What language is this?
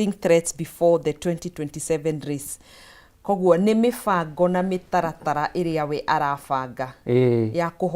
Kikuyu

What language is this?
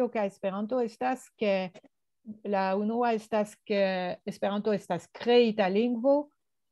Esperanto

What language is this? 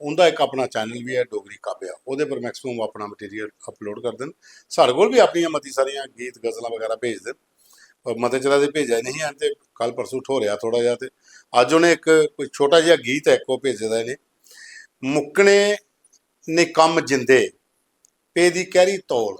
Dogri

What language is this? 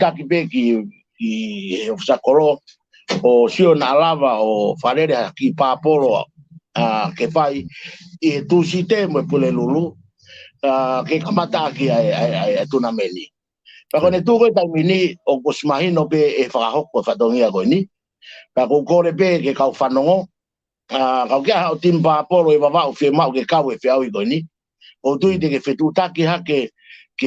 Tongan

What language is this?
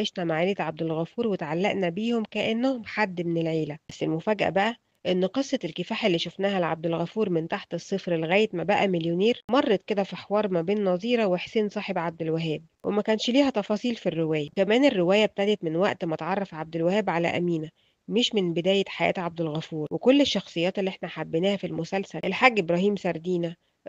Egyptian Arabic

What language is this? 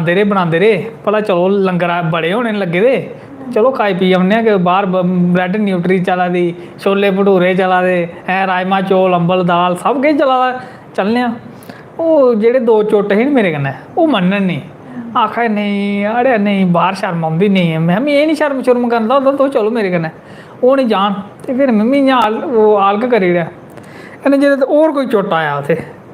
Dogri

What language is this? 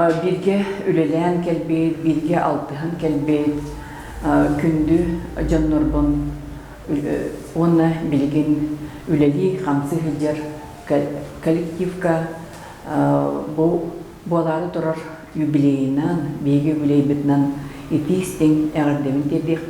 Yakut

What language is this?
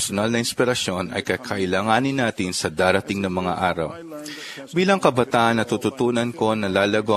Filipino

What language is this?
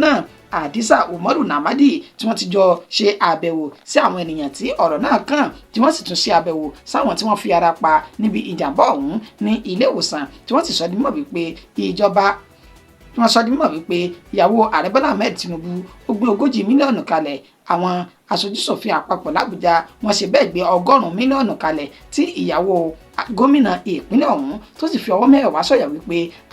Yoruba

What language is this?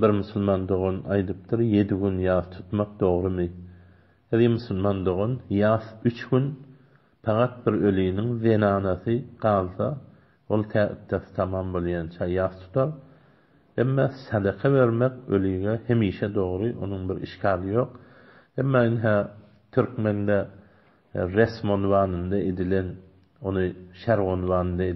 Turkmen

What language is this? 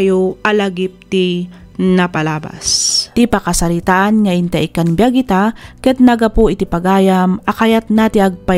Iloko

